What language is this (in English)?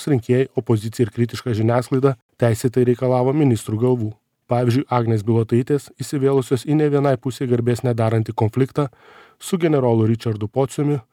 Lithuanian